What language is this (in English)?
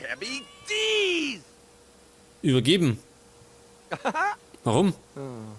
Bavarian